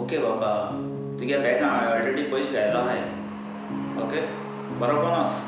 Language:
Konkani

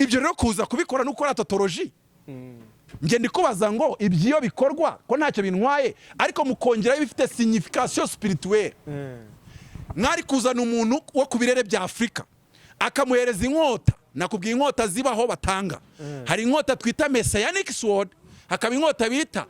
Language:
Kinyarwanda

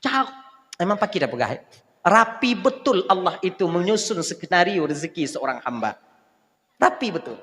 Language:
Achinese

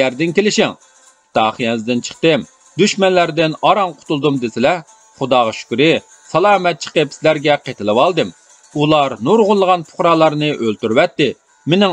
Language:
Uyghur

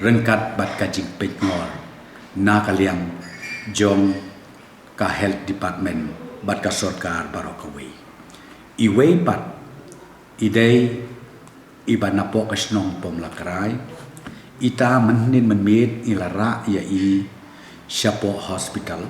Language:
Khasi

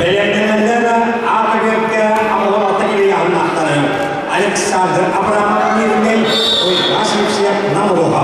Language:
Yakut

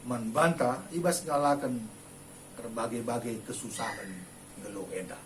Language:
Batak Karo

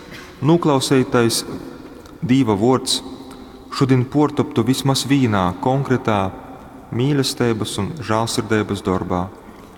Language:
Latgalian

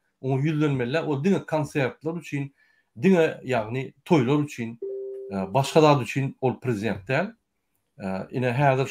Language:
Turkmen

